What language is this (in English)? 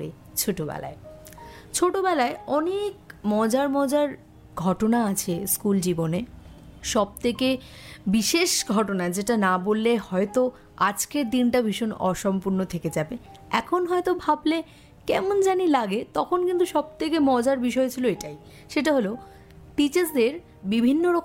Bangla